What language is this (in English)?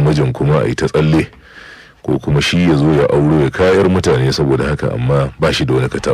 Hausa